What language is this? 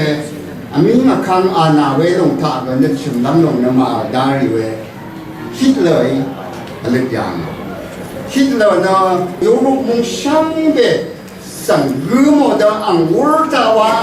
Rawang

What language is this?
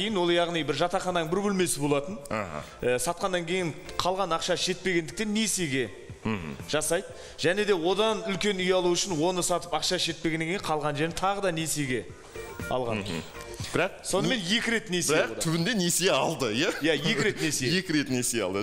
Kazakh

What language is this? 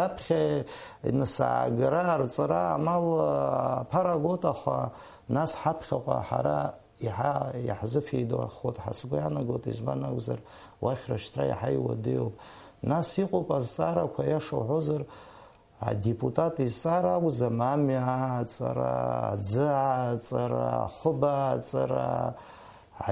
Abkhazian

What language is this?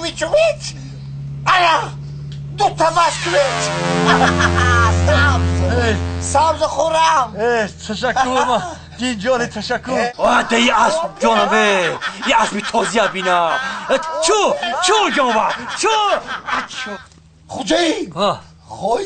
Tajik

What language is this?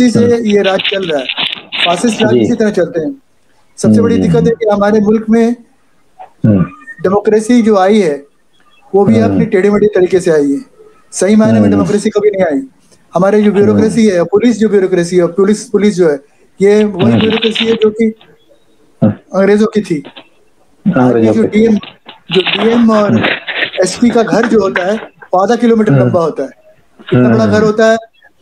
Hindi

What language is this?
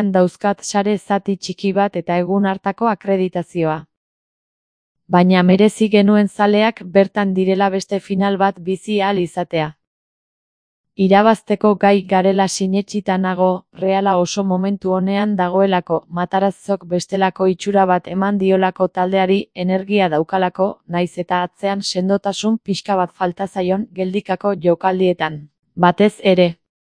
Basque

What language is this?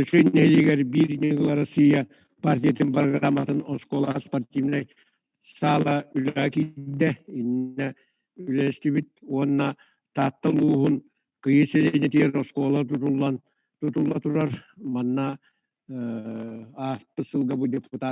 Yakut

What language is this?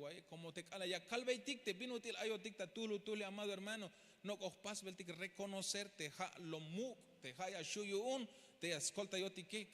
Tzeltal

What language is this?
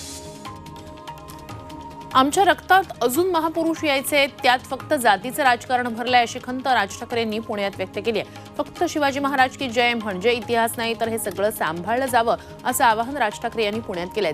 Marathi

